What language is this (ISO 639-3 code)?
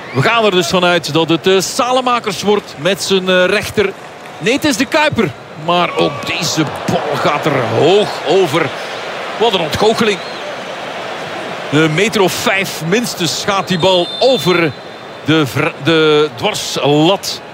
nld